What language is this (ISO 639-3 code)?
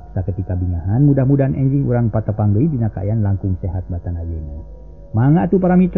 sun